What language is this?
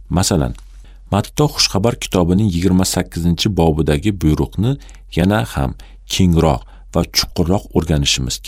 Uzbek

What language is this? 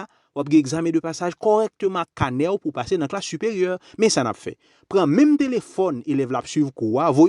Haitian Creole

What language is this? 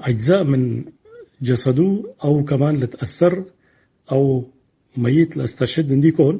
Tigre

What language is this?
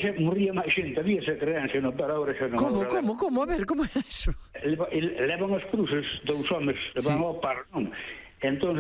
Galician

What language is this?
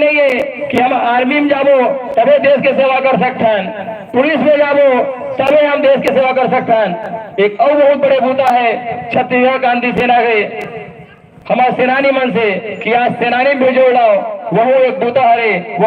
Chhattisgarhi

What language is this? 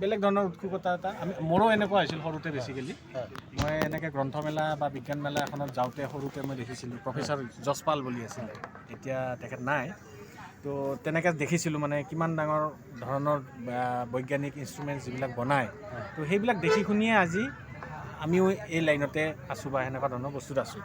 Assamese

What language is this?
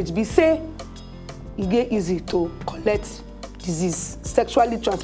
Nigerian Pidgin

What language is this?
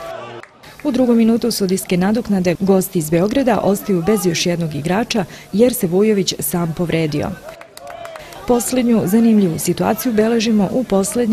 Serbian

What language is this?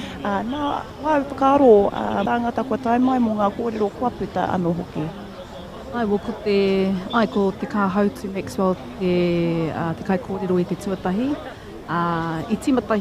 Māori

